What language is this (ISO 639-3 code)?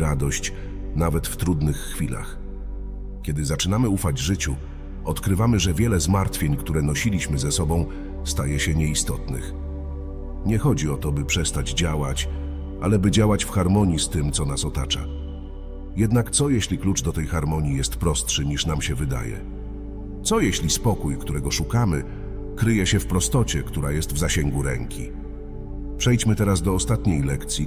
pol